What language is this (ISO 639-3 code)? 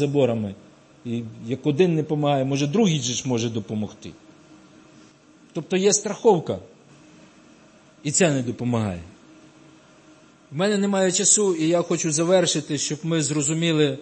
ukr